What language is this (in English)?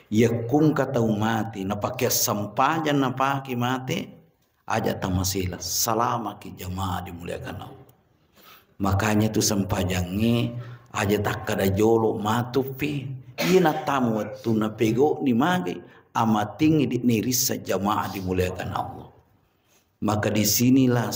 Buginese